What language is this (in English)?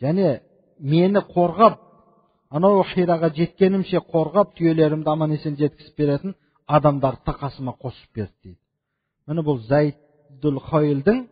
Kazakh